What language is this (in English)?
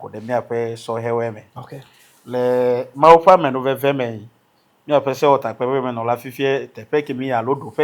Ewe